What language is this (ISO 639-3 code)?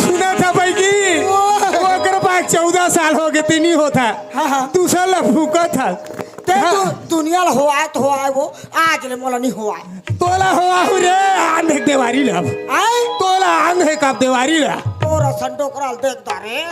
hne